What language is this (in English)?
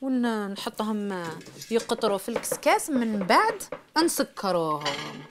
Algerian Arabic